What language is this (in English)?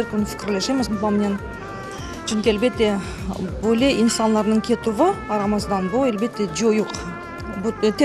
Crimean Tatar